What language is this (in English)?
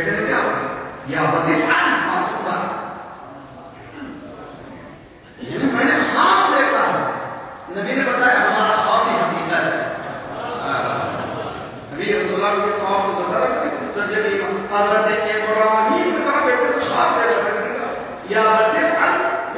Urdu